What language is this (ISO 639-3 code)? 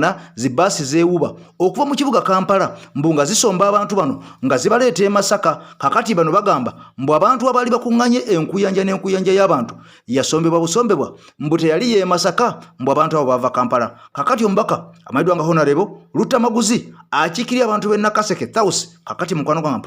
lug